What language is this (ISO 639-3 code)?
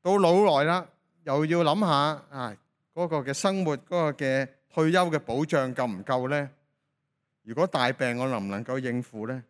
yue